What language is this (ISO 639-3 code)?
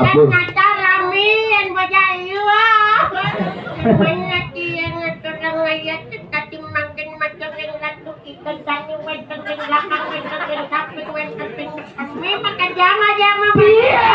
ban